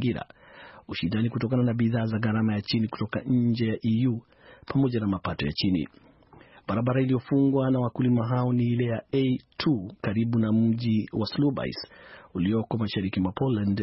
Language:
Swahili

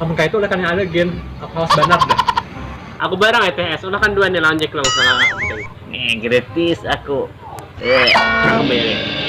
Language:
Banjar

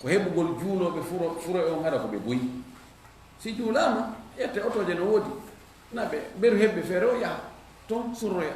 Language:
Fula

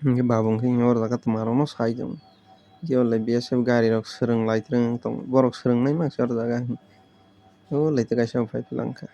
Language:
Kok Borok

